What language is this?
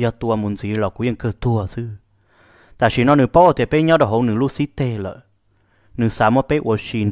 Vietnamese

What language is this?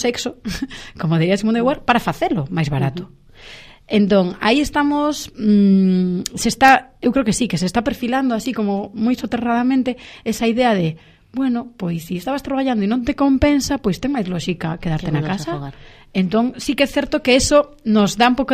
Galician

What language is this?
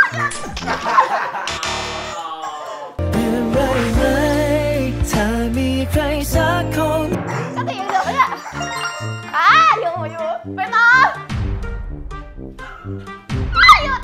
Thai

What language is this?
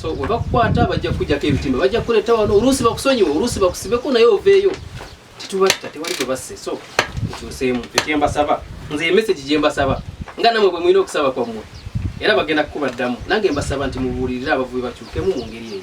Ganda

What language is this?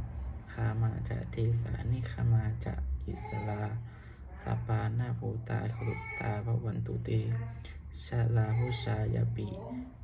Pali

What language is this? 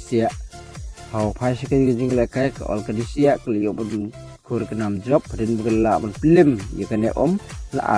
Khasi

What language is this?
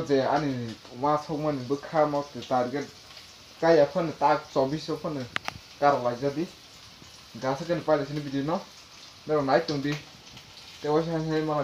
Kok Borok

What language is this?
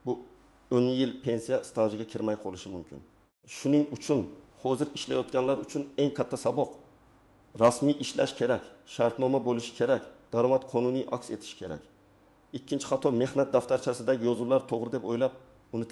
Uzbek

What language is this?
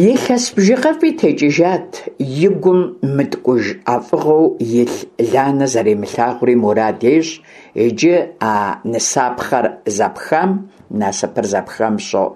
Kabardian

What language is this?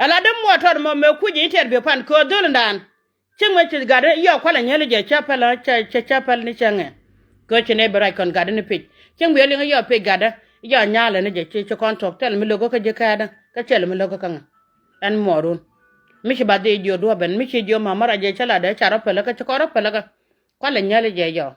Nuer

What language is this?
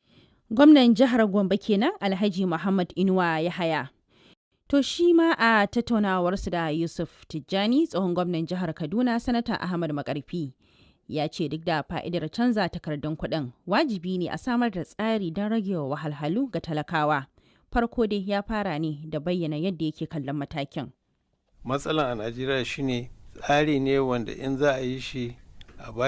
Hausa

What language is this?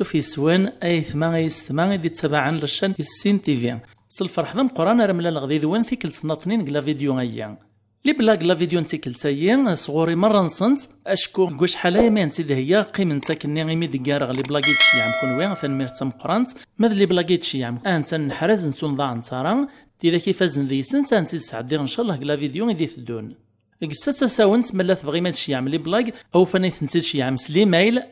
Kabyle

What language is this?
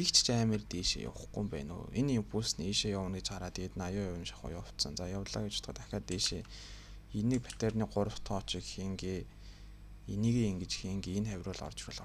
Mongolian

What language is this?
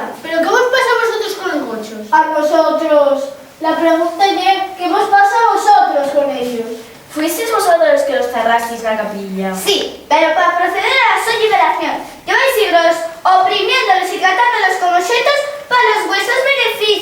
Asturian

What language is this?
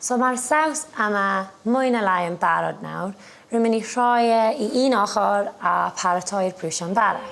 Welsh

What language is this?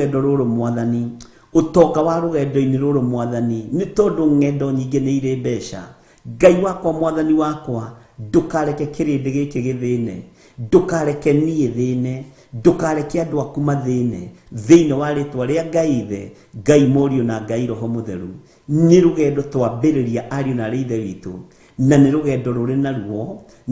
Kikuyu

